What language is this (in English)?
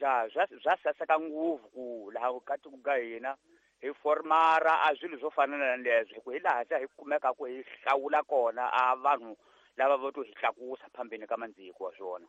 Tsonga